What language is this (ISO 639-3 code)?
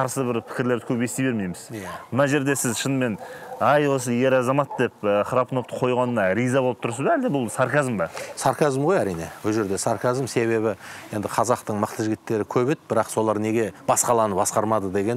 kaz